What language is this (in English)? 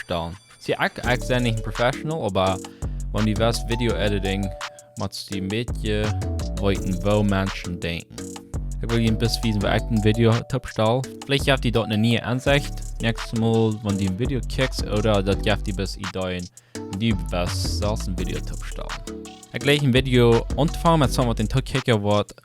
Plautdietsch